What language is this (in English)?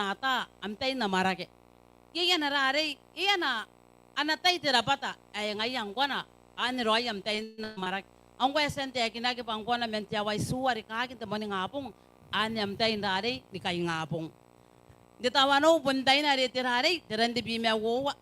Gilbertese